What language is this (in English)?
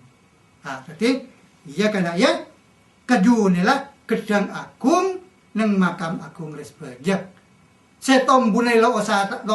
Madurese